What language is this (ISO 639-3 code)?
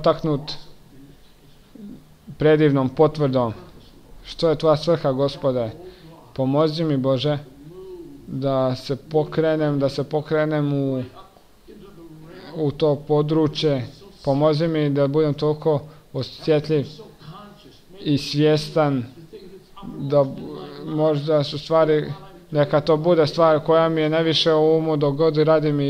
hrv